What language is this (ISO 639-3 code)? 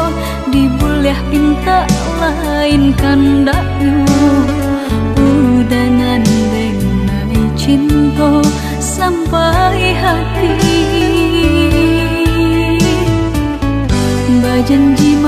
min